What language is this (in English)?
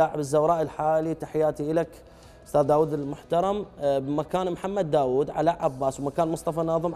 Mesopotamian Arabic